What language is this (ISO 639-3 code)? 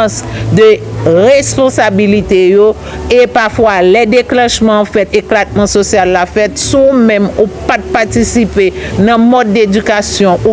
hat